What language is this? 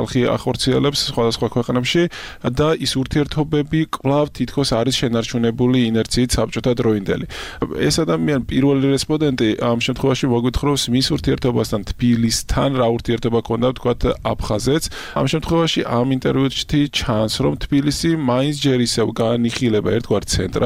Georgian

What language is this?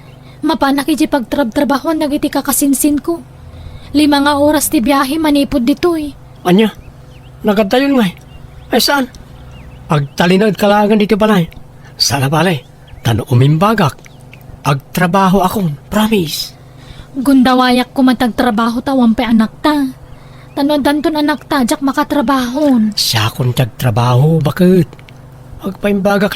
Iloko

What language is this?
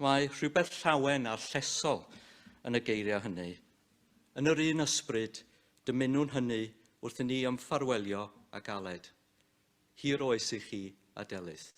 Welsh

